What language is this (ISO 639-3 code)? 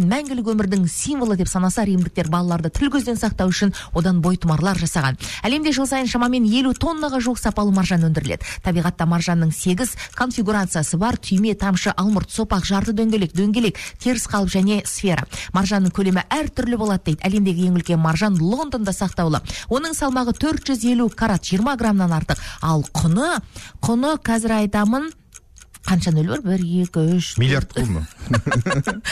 kaz